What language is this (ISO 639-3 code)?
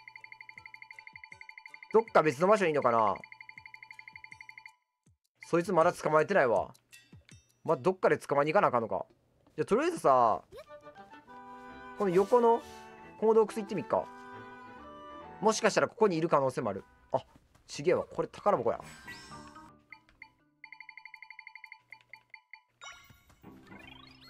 jpn